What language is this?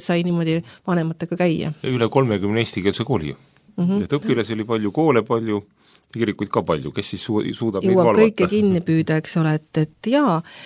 Estonian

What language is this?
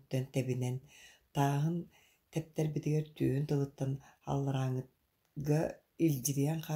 Yakut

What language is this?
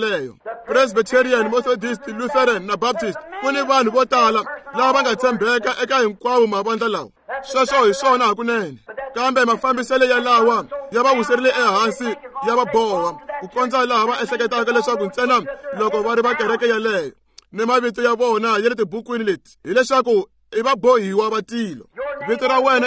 Tsonga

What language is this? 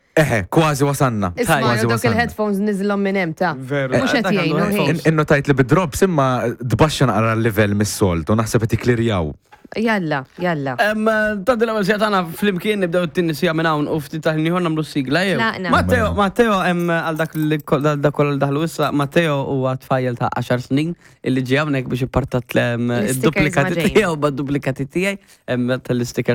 Maltese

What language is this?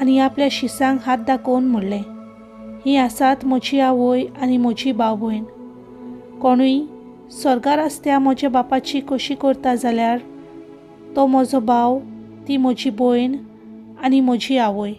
Konkani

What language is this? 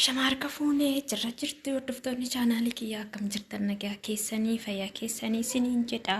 Oromo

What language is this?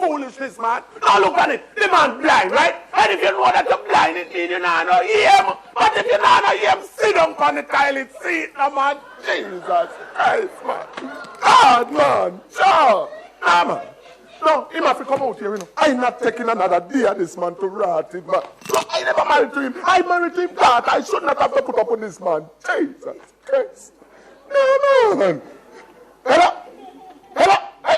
Jamaican Creole English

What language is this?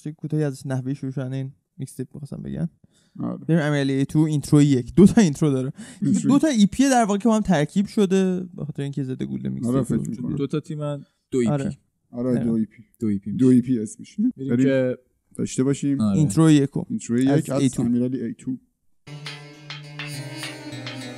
Persian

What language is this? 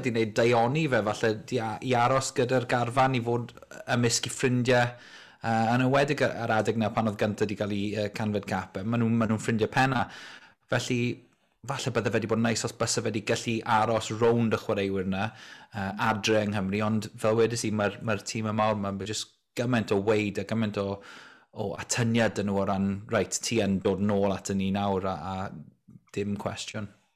Welsh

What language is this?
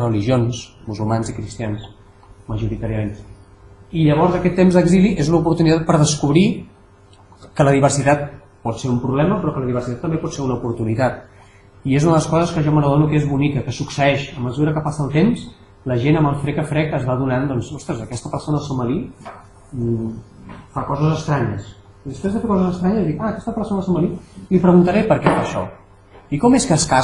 Catalan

